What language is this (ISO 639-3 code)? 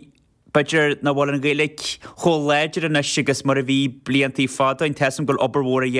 gle